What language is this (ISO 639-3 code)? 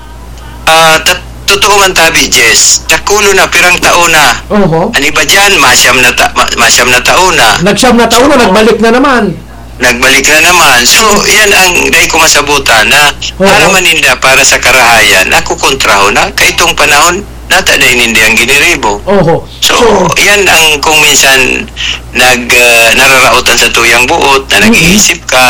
bik